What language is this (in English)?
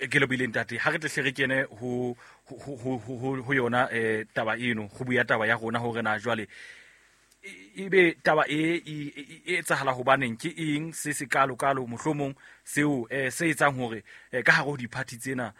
Southern Sotho